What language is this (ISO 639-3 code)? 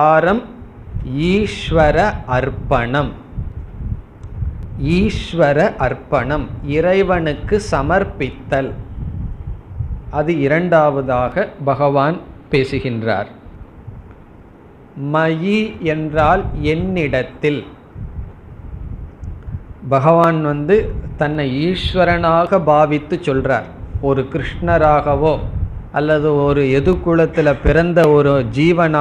tam